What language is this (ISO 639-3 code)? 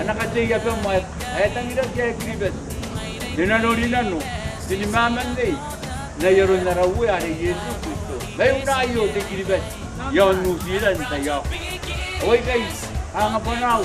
gil